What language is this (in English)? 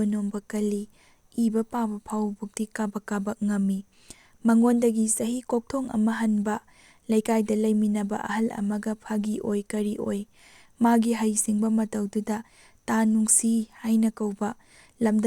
Manipuri